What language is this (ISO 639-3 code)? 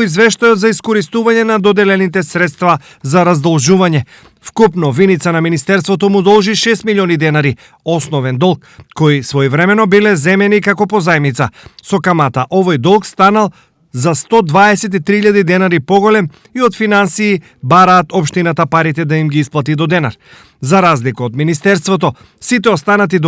mkd